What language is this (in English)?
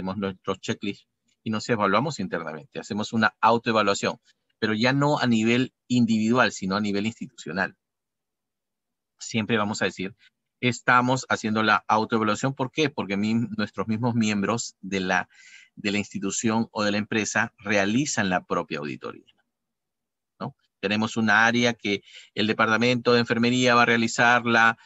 Spanish